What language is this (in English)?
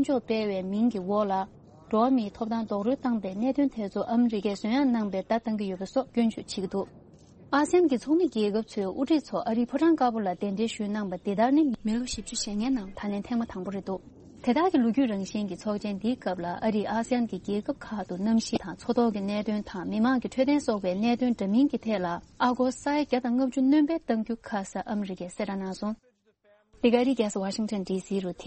Tibetan